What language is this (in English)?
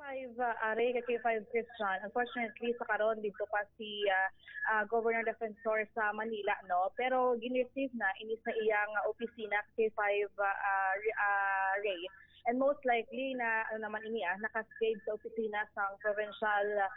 Hiligaynon